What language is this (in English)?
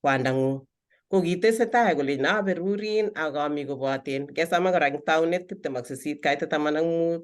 Kalenjin